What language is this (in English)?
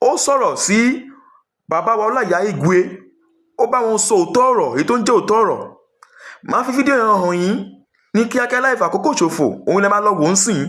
Yoruba